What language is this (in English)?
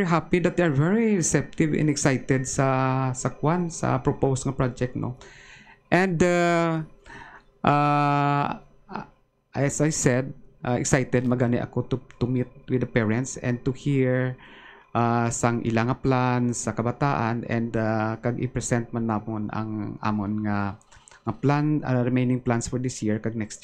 Hiligaynon